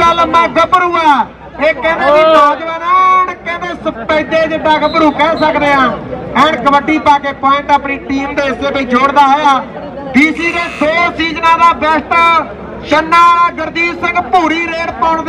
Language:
Punjabi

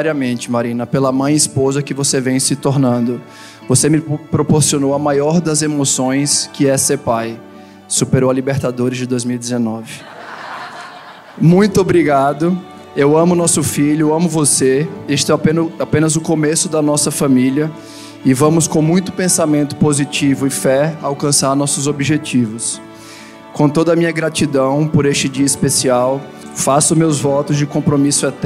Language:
Portuguese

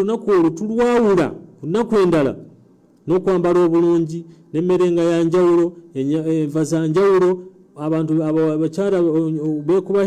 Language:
Ganda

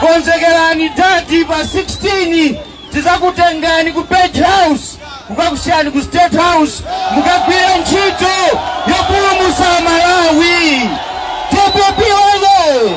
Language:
Nyanja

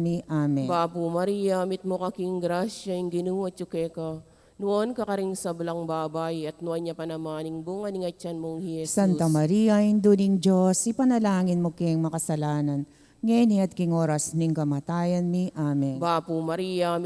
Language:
Pampanga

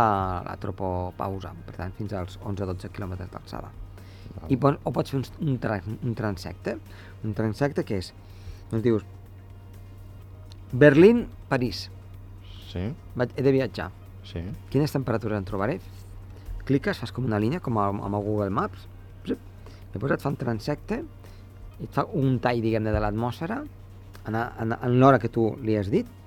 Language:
Catalan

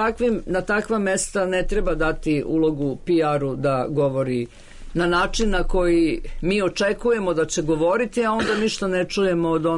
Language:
Serbian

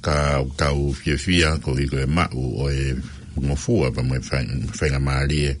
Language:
Tongan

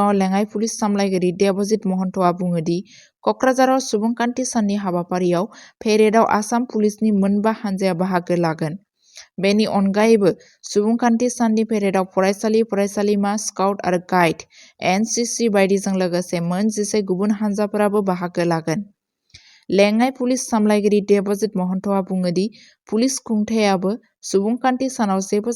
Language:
Bodo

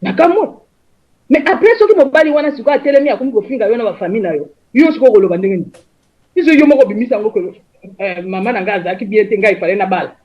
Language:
Lingala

